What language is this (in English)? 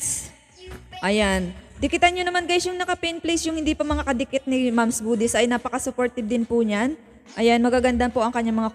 Filipino